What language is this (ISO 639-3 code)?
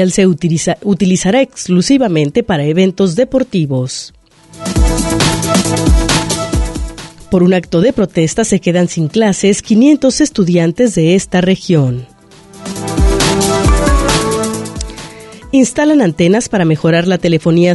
spa